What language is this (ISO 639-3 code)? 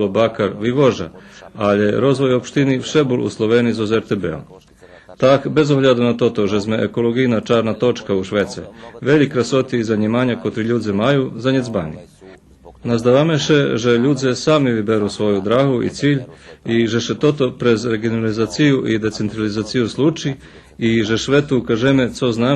rue